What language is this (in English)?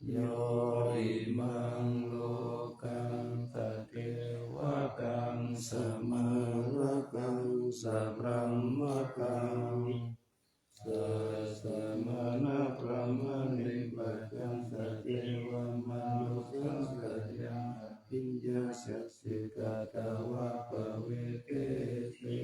Pali